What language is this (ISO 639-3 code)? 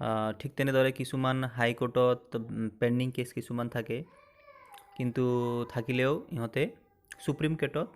asm